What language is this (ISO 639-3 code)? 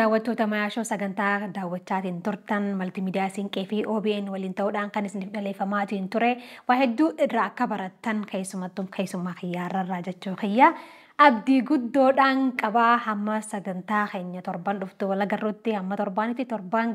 orm